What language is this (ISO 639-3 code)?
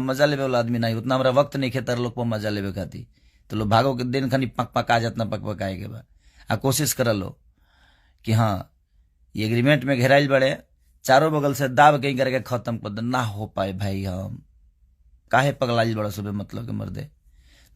bho